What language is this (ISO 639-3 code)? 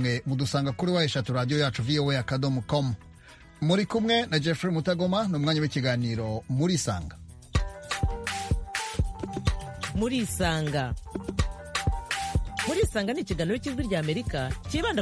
kin